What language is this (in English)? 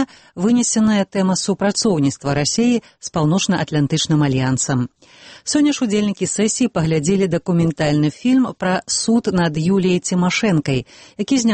Belarusian